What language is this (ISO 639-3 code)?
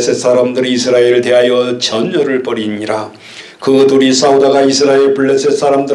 kor